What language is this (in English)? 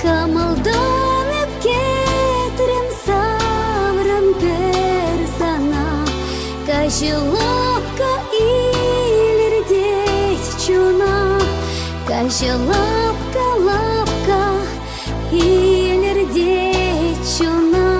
Chuvash